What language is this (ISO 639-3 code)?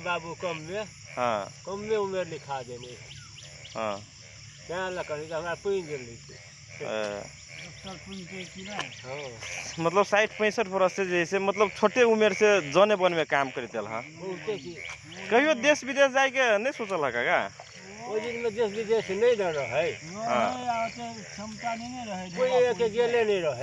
mag